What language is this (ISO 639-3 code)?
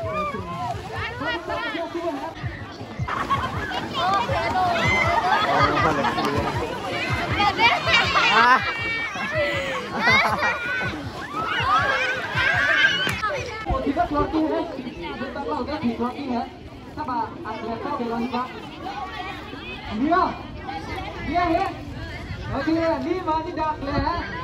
msa